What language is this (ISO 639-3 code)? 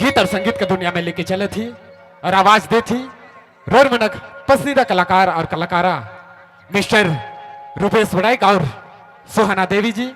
sck